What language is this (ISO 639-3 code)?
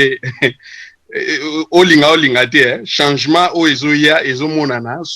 lin